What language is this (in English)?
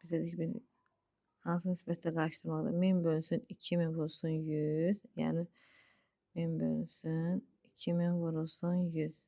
Azerbaijani